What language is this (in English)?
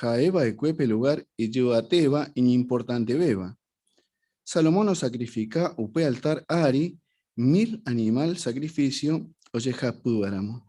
Guarani